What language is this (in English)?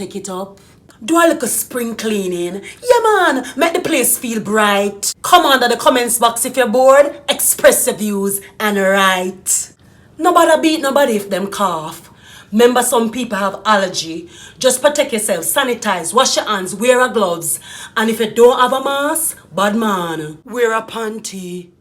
Jamaican Creole English